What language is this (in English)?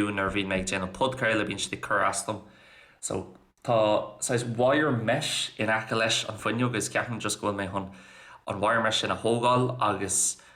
Irish